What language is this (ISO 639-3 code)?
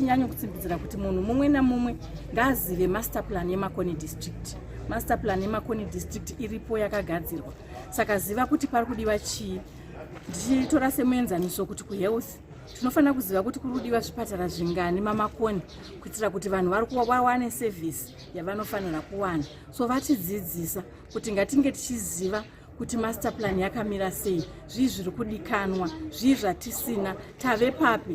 sna